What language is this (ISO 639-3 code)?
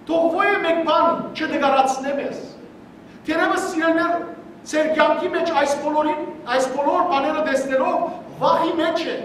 hyw